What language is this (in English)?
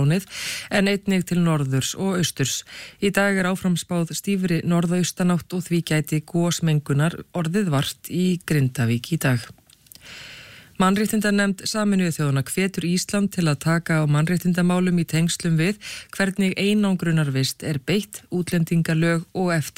Icelandic